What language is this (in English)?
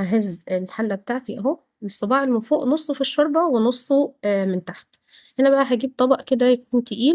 Egyptian Arabic